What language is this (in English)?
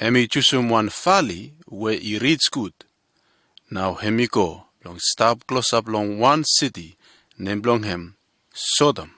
Bislama